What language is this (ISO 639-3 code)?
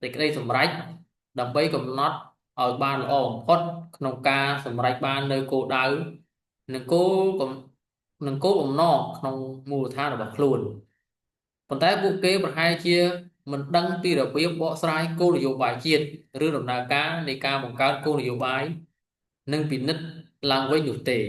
khm